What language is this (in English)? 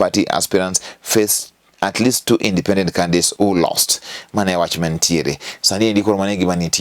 Luo (Kenya and Tanzania)